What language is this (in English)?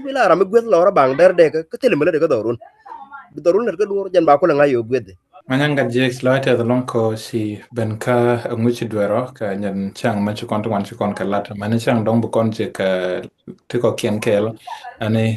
Nuer